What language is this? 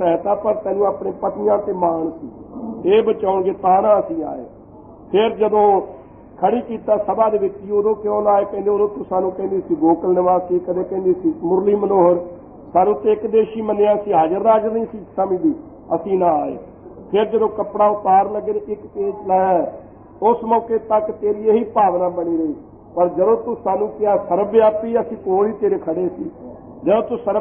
Punjabi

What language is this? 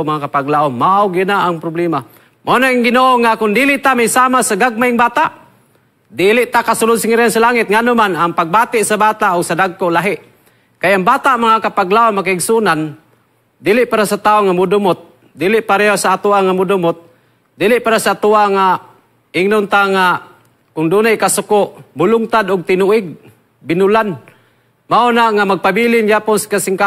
Cebuano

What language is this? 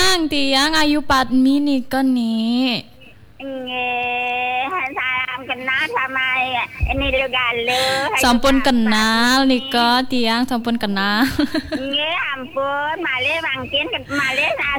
Balinese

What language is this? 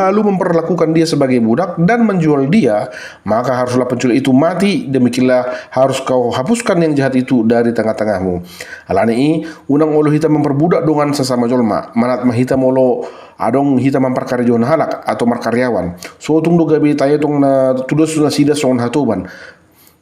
Batak Toba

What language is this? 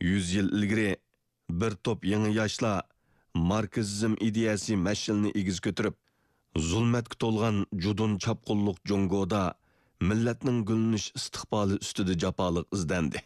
Uyghur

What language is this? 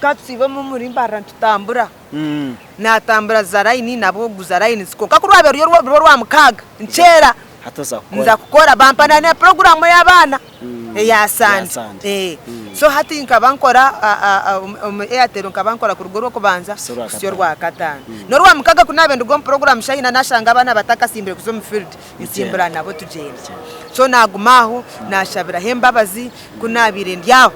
Nyankole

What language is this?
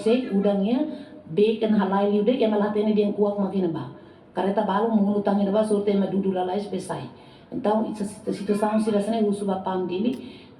Tetum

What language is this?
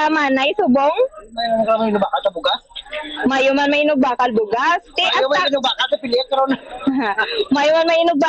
Hiligaynon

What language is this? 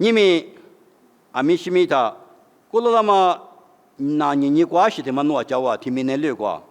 Lisu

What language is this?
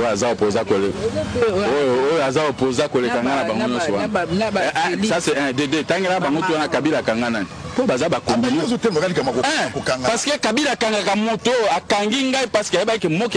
Lingala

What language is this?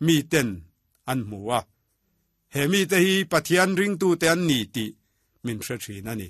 Mizo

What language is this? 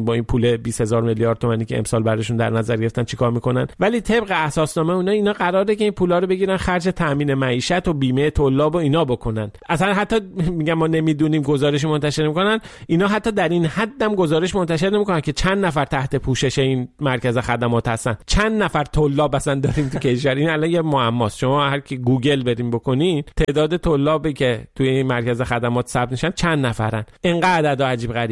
Persian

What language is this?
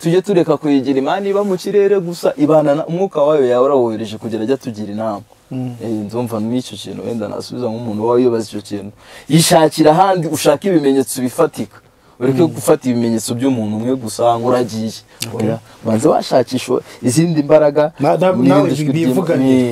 Kinyarwanda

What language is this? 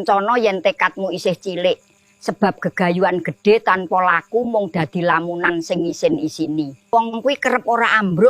Javanese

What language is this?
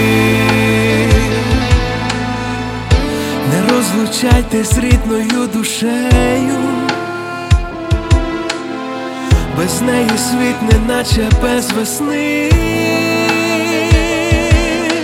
Ukrainian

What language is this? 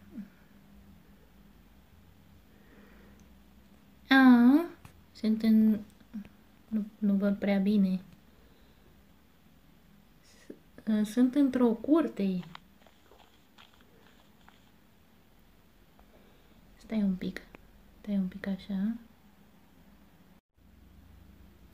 Romanian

